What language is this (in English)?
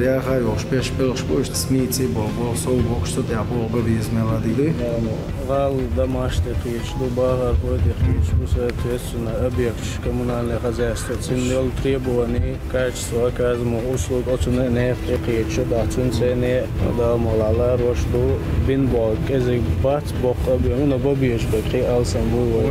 Chechen